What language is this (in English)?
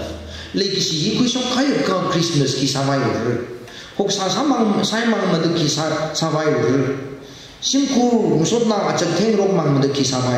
Tangkhul Naga (India)